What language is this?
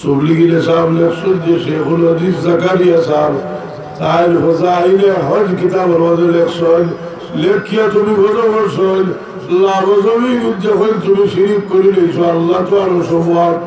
Sylheti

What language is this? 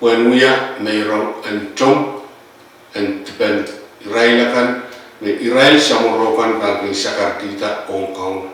Pohnpeian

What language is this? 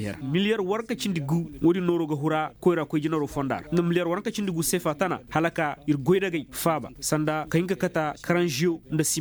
Koyraboro Senni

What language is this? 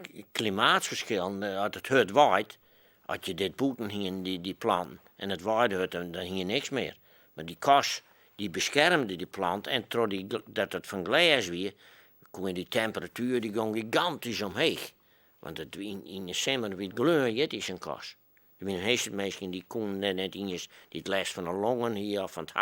Western Frisian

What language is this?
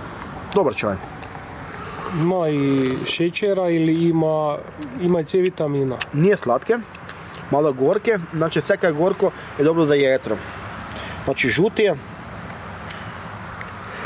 Croatian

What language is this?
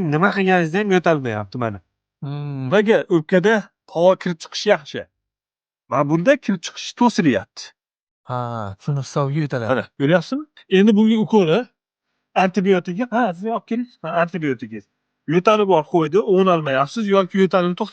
Uzbek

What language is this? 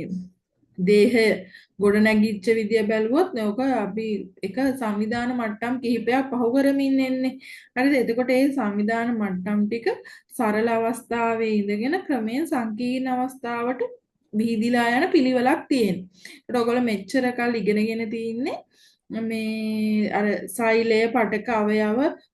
Sinhala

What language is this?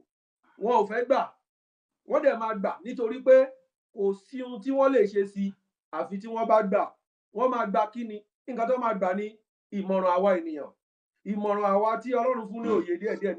Yoruba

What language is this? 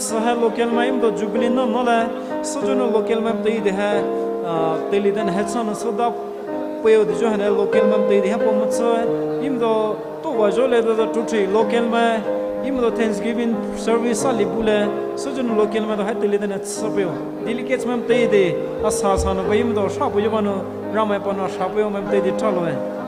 Poumei Naga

